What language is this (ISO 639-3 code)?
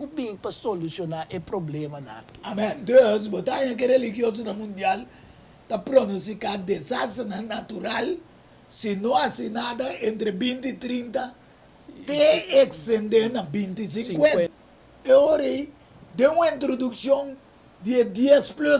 pap